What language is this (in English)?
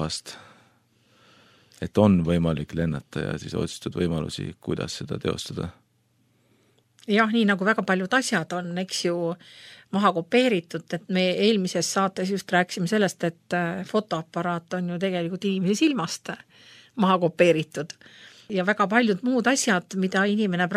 Estonian